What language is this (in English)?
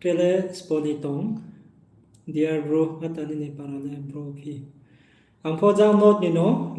Riang (India)